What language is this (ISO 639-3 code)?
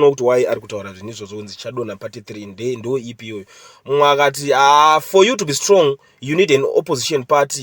sna